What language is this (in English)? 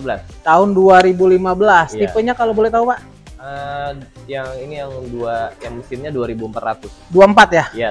Indonesian